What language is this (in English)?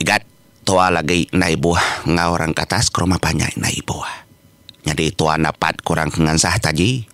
Iban